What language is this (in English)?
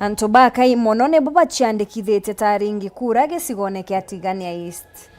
Meru